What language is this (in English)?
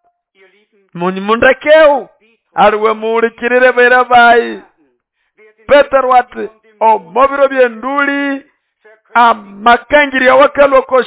Nande